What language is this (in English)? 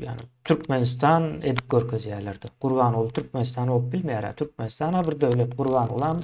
Turkmen